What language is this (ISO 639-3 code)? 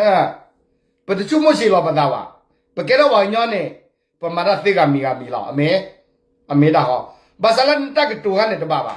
ksw